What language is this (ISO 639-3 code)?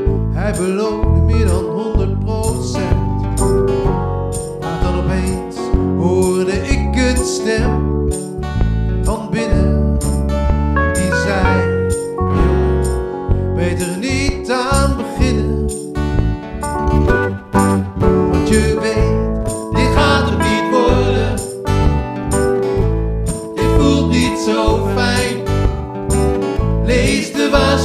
nld